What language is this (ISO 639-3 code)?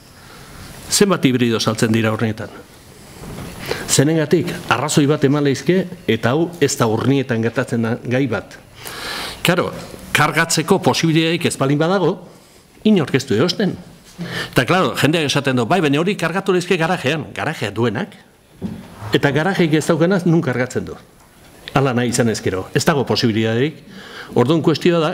eus